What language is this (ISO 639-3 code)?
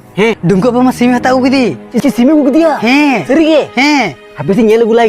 sat